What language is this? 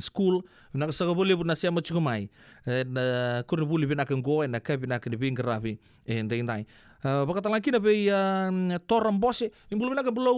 Fijian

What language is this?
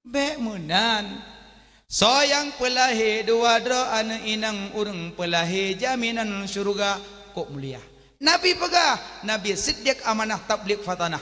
Achinese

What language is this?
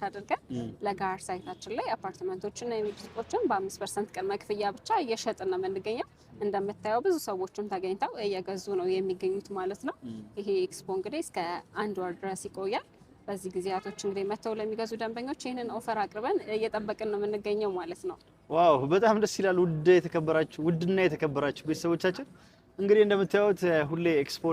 Amharic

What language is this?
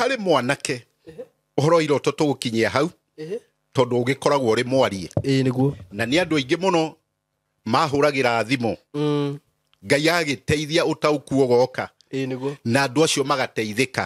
Kikuyu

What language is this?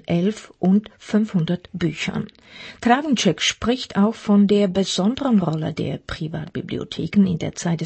German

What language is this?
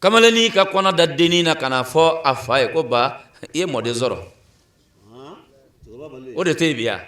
Bambara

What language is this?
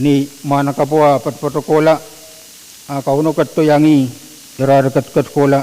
Pohnpeian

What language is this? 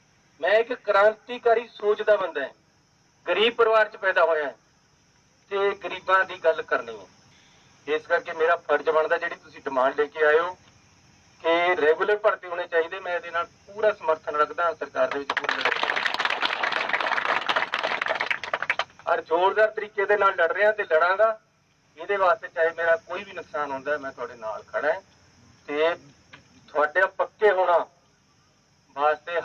Punjabi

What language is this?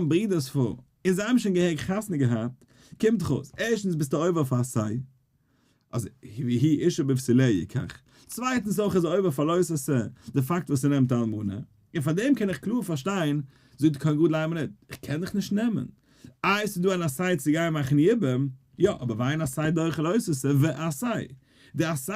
Yiddish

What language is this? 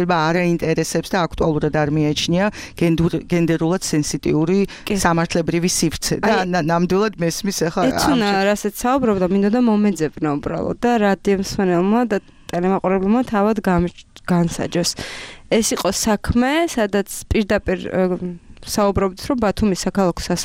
Georgian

